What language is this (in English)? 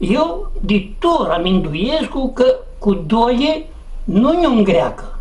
Aromanian